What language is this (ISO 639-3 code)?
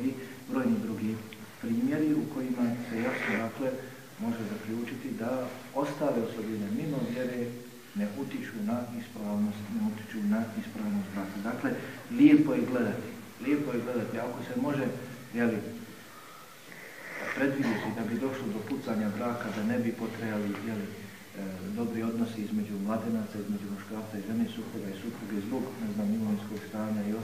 bos